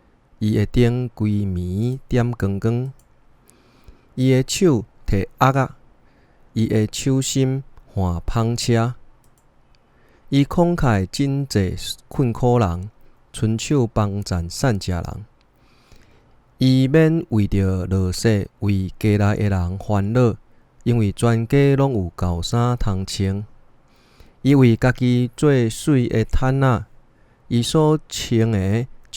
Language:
Min Nan Chinese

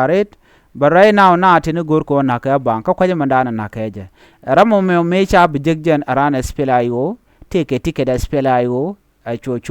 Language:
Nuer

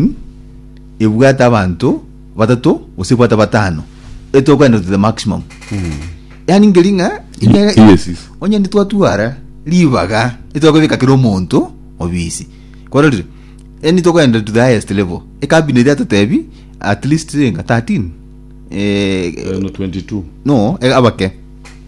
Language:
Gusii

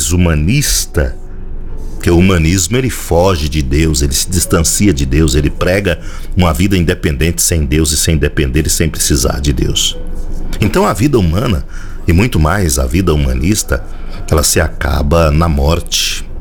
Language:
Portuguese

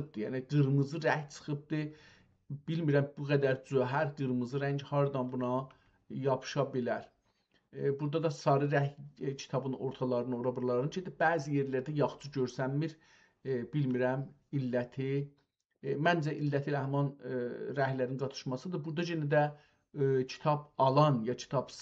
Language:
South Azerbaijani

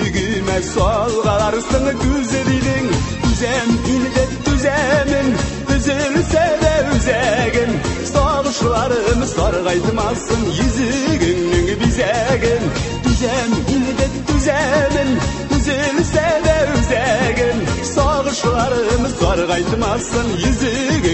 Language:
Tatar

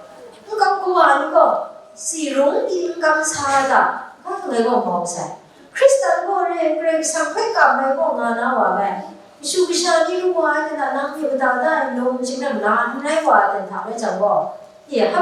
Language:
Kachin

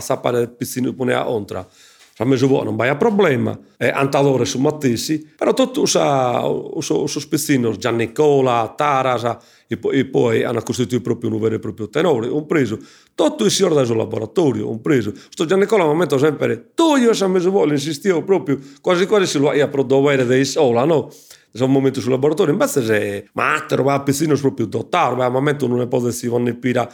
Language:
Sardinian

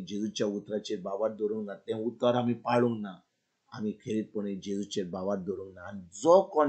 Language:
Konkani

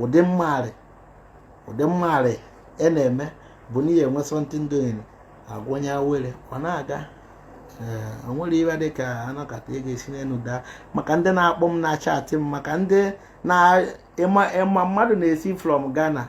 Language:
Igbo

